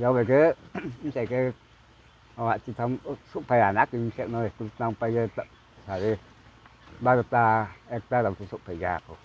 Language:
Riang (India)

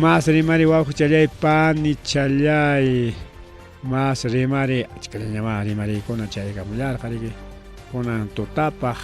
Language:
Ayacucho Quechua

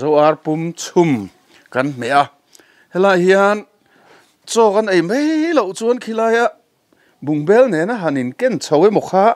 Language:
Mizo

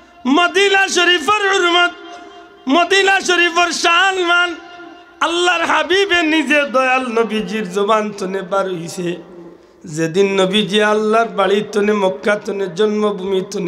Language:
Sylheti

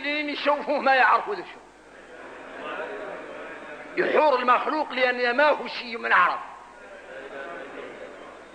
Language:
Arabic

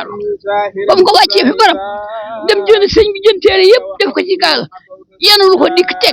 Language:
Wolof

